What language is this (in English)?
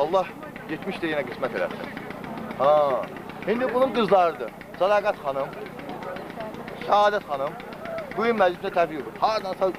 Azerbaijani